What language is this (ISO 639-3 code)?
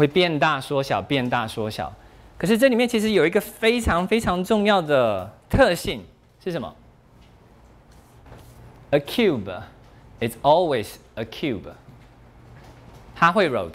zho